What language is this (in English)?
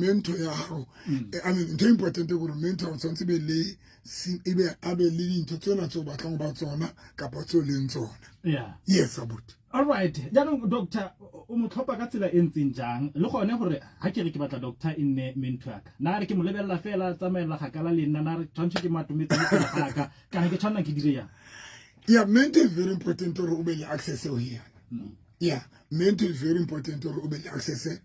Southern Sotho